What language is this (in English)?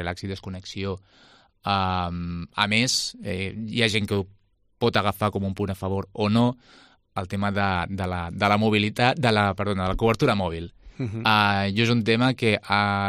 Catalan